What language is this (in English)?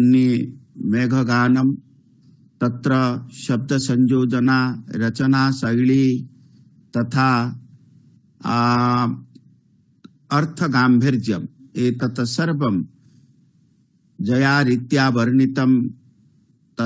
Sanskrit